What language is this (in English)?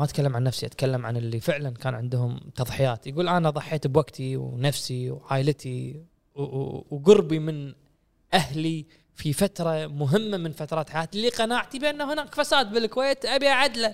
Gulf Arabic